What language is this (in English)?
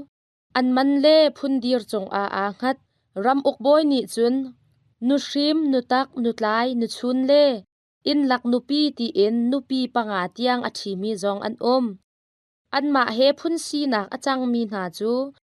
Hakha Chin